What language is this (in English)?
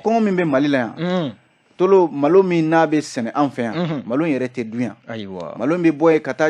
Bambara